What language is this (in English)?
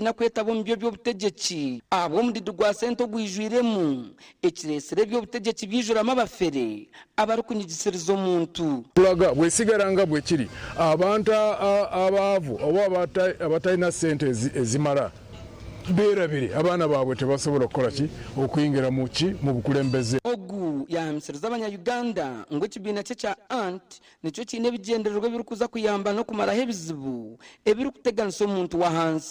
Nyankole